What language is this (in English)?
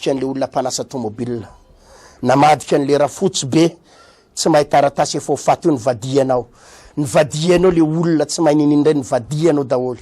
Malagasy